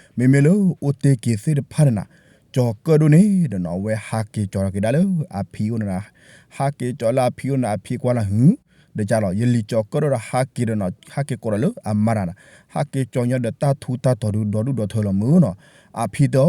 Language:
S'gaw Karen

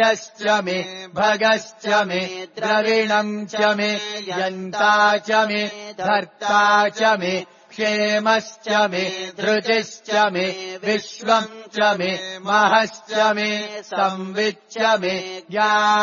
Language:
Sanskrit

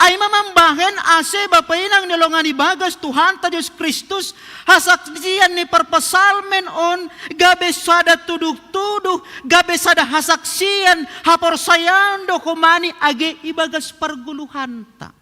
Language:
Batak Simalungun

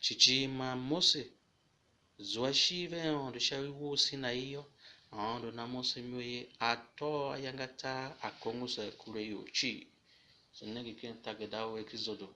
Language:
Tiv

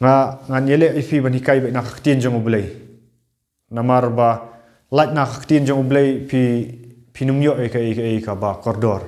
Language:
Khasi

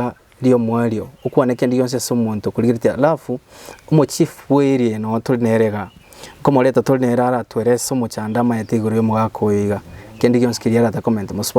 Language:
Gusii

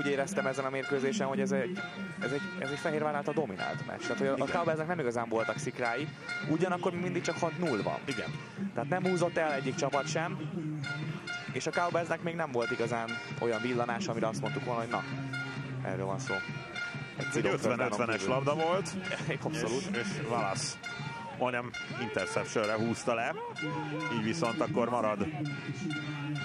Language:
Hungarian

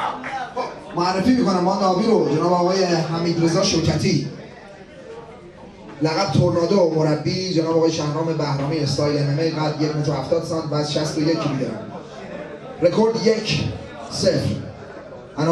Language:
Persian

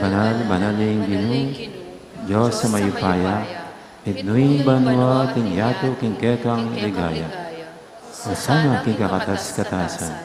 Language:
Pampanga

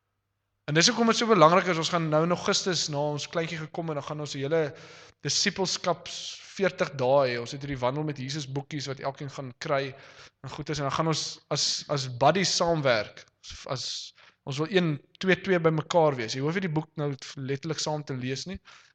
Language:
Afrikaans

